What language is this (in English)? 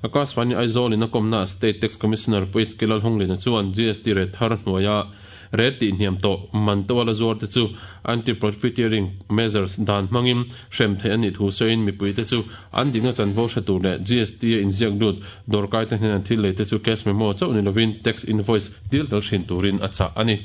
Mizo